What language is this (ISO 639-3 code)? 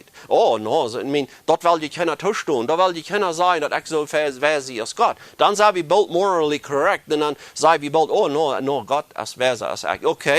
pdt